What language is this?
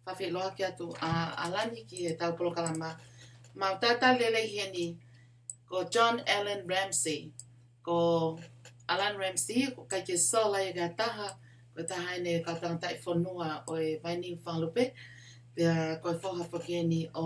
Tongan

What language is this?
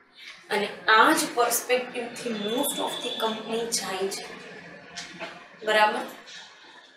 Gujarati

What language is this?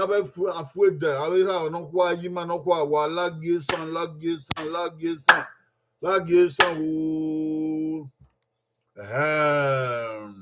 Bini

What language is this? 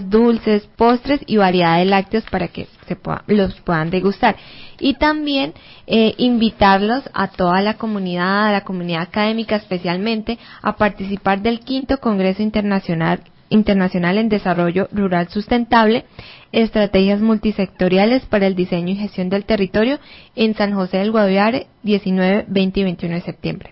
Spanish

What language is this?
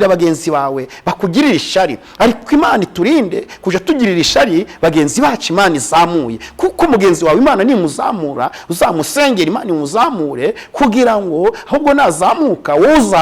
Kinyarwanda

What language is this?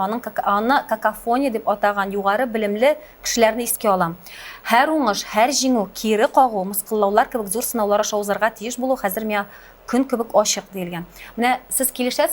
Tatar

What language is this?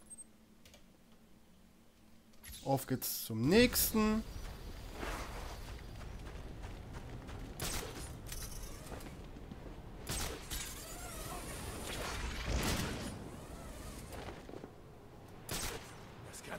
German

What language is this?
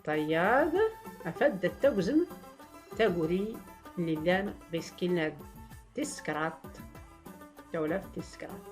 Tachelhit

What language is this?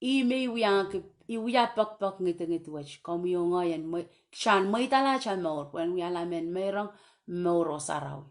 Pohnpeian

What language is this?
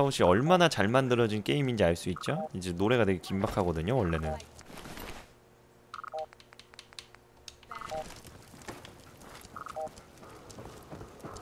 Korean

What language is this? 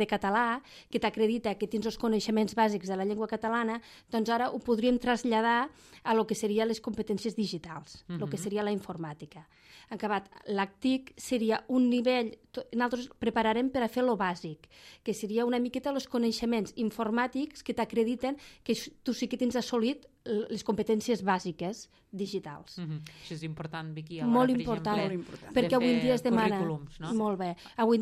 Catalan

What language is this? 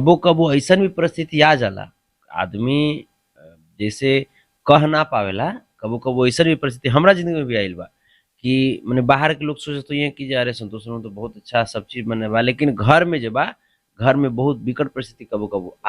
Bhojpuri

